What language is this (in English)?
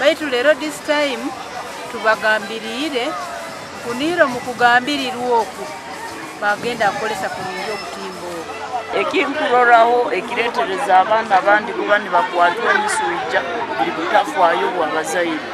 Nyankole